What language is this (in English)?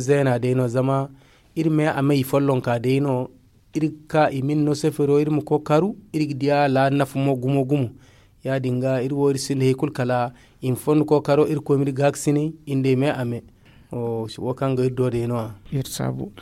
Zarma